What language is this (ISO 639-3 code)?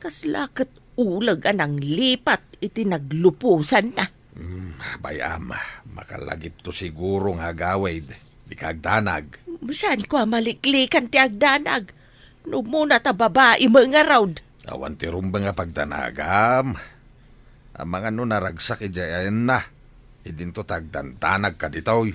ilo